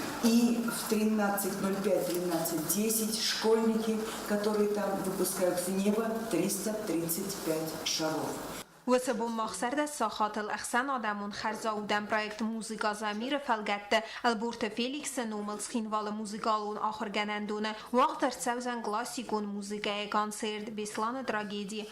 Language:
Ossetic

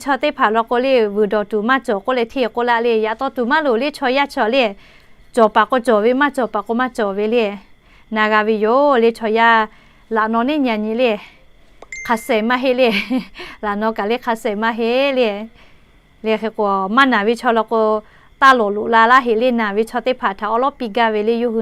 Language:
Lahu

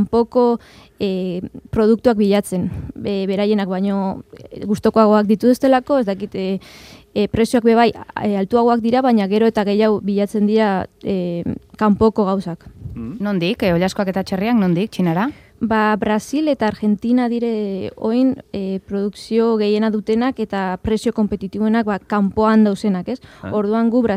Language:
Basque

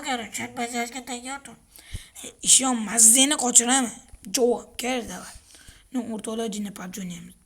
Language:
Uzbek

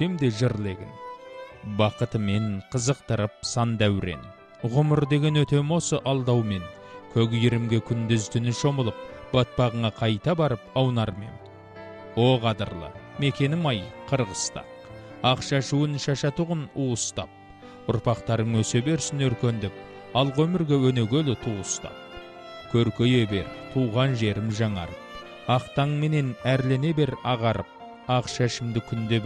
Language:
Kazakh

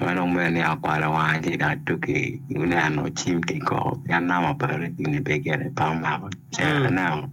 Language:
Acoli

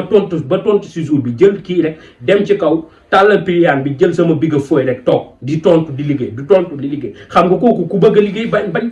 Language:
Wolof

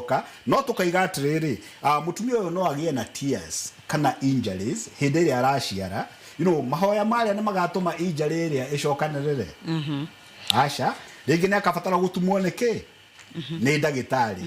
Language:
Kikuyu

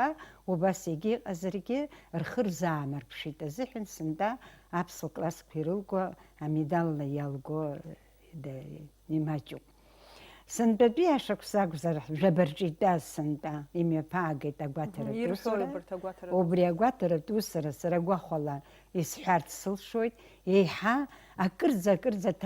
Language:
Abkhazian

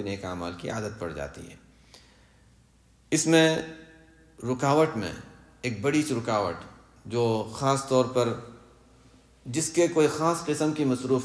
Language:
Urdu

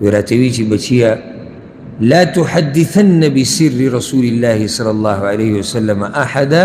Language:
Pashto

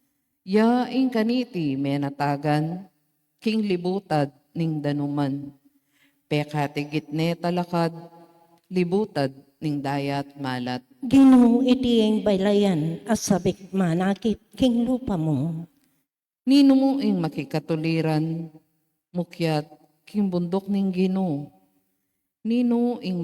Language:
Pampanga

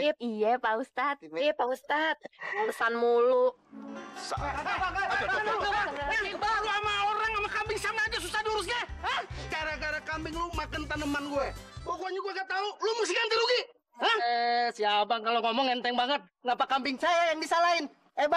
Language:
Betawi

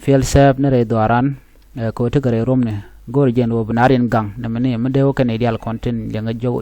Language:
Nuer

